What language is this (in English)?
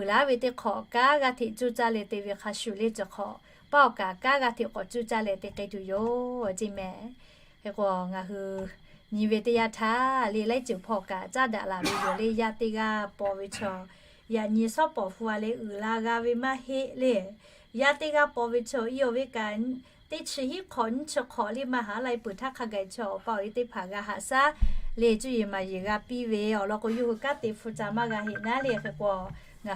Lahu